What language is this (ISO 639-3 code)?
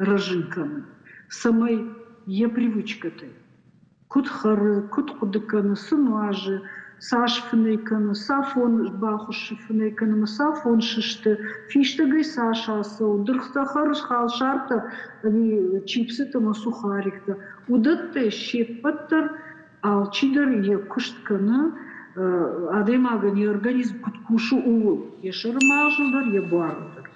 oss